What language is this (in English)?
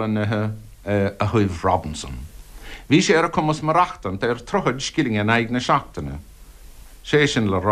Irish